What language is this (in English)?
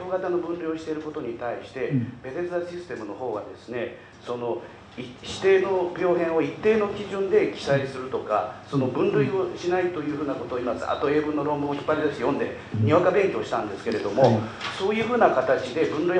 Japanese